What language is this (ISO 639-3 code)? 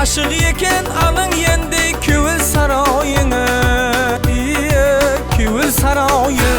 kaa